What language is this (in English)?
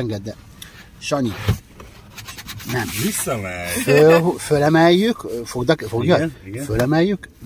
Hungarian